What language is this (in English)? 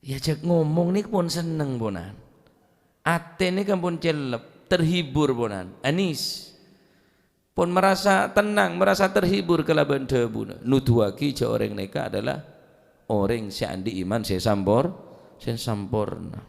Madurese